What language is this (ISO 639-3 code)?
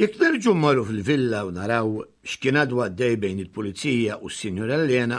mlt